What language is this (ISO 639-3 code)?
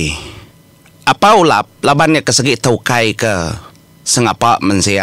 iba